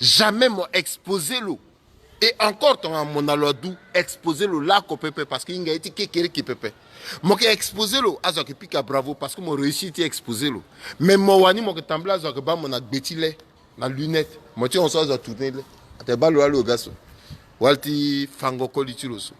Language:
Sango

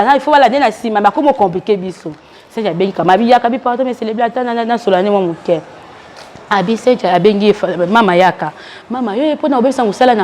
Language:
Lingala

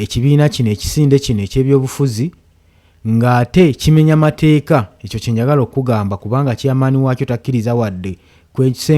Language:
Ganda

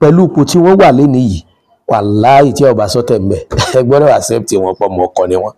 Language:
Yoruba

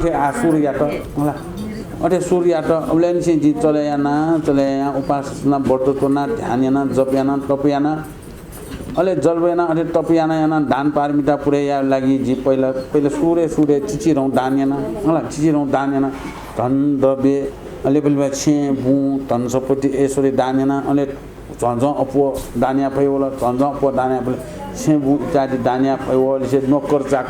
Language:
Newari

